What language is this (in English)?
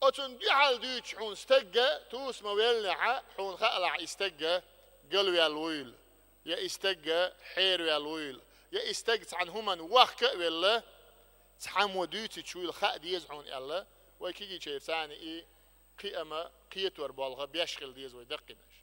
Chechen